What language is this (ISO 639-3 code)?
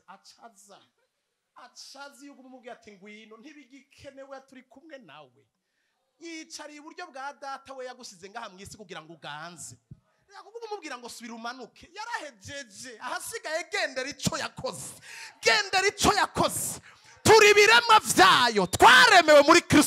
run